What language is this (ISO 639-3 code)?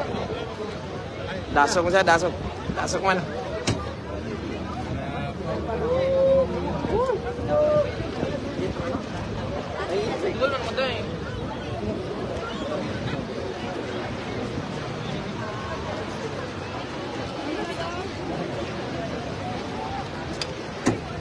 ceb